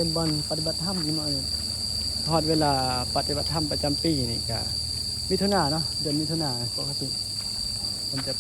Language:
Northeastern Thai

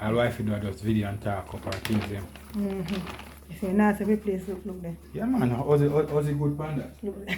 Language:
Jamaican Creole English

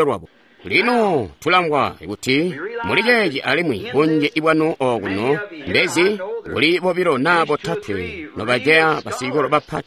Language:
Tonga (Zambia)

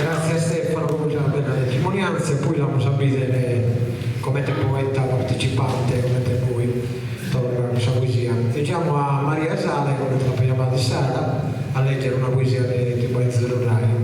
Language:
Sardinian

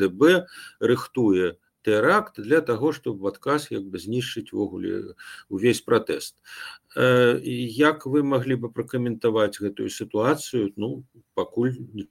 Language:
Belarusian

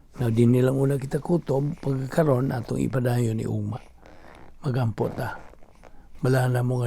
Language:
Cebuano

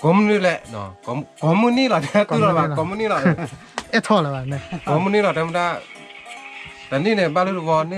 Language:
S'gaw Karen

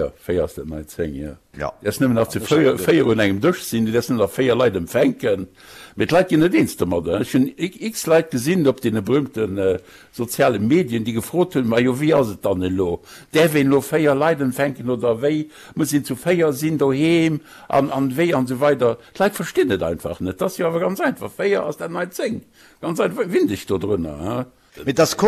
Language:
Luxembourgish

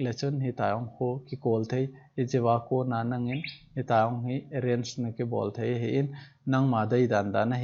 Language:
Thado Chin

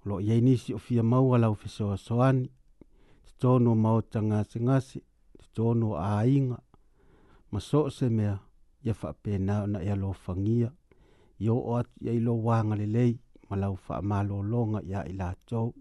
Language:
Samoan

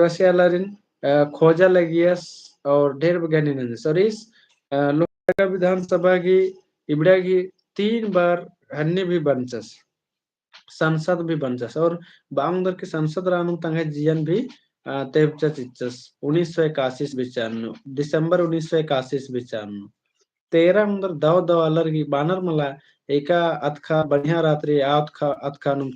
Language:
Kurukh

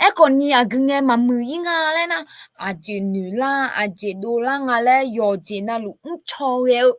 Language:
Akha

